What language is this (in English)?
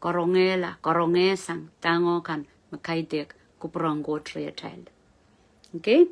Pohnpeian